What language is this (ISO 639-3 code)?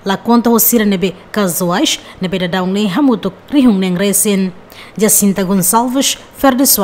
tet